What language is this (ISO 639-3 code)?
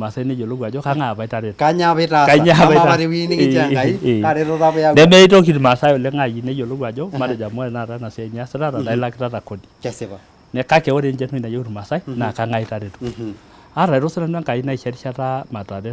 mas